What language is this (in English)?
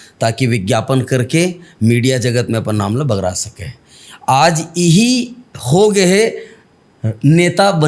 Chhattisgarhi